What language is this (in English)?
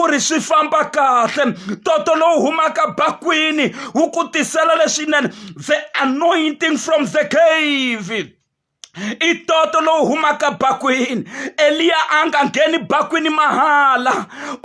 Tsonga